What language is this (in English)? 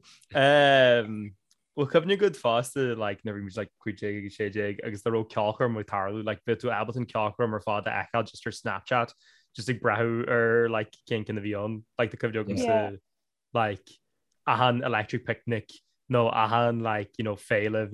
Irish